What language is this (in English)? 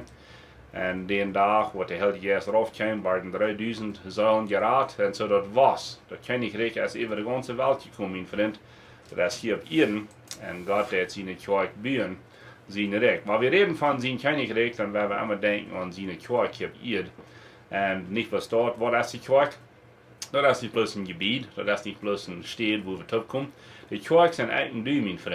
Plautdietsch